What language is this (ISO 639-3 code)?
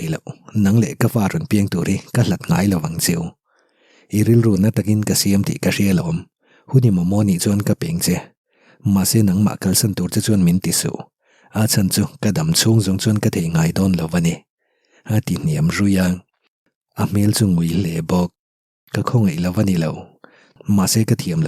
lus